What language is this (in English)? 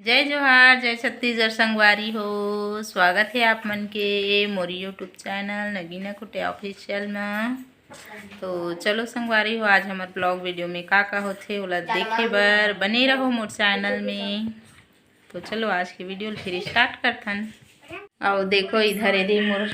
Chhattisgarhi